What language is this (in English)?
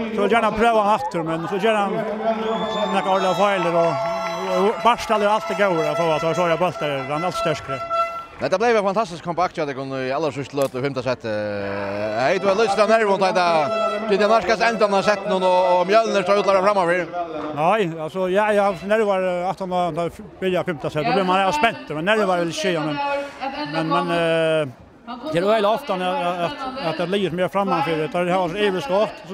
Faroese